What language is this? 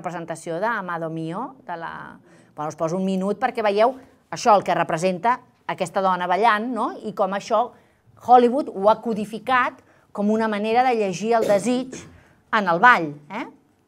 Catalan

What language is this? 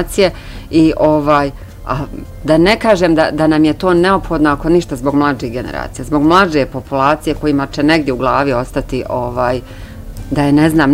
Bosnian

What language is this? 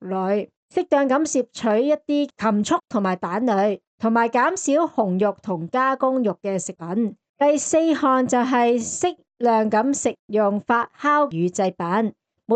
Cantonese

